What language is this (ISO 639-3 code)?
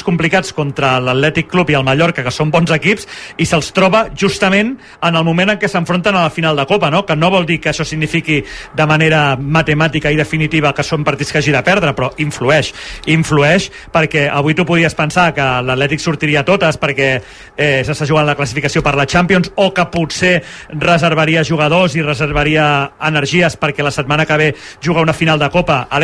cat